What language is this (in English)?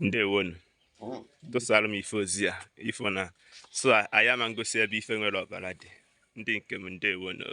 Igbo